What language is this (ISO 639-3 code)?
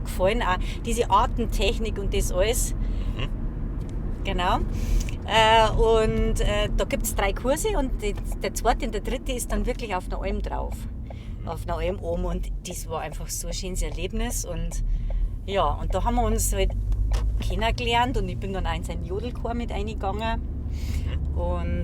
bar